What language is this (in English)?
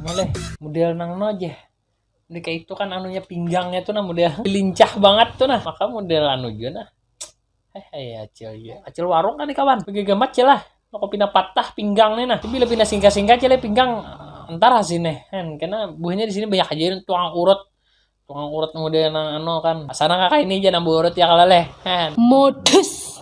Banjar